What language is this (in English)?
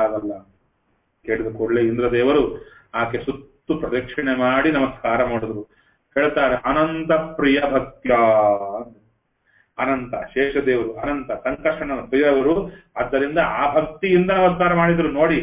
Kannada